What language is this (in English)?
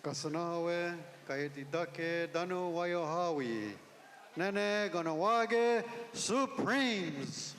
Mohawk